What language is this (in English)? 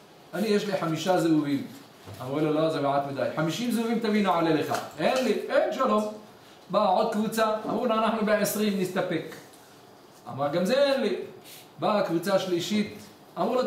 Hebrew